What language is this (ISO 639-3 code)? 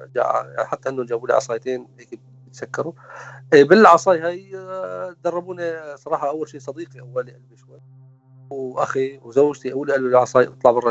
apc